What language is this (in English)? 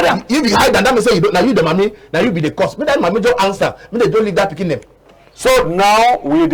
Cameroon Pidgin